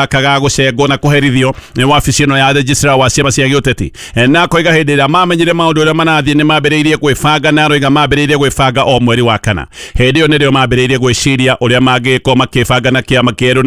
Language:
Kikuyu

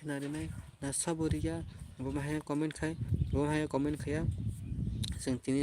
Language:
Kok Borok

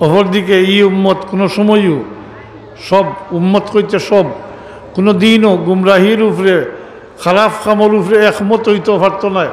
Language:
Sylheti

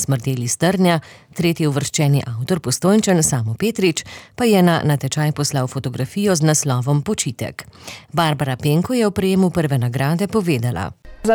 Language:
Slovenian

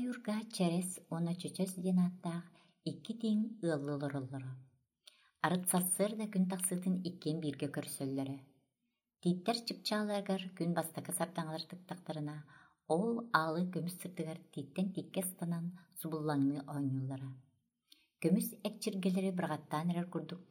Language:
Yakut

